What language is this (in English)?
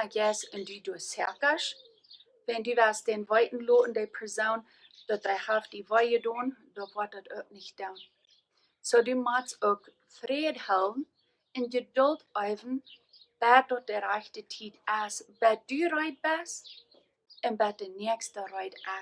Plautdietsch